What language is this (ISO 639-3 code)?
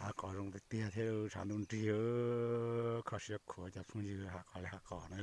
hmn